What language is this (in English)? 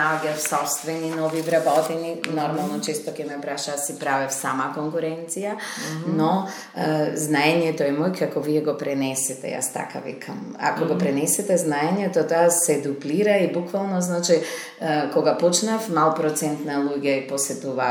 Macedonian